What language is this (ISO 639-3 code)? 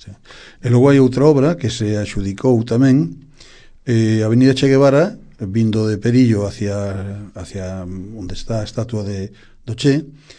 glg